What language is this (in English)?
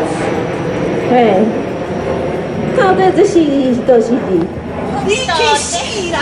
Min Nan Chinese